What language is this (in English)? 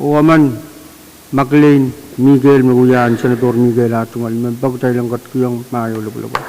Pohnpeian